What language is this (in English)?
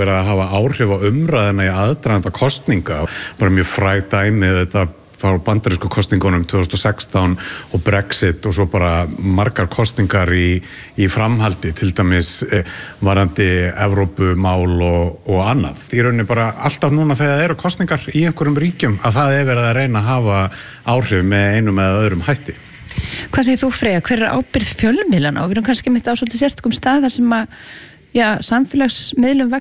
Icelandic